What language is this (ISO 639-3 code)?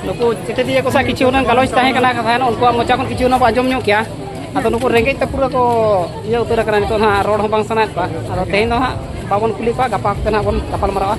sat